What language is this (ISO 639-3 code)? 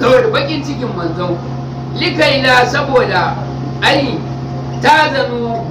hau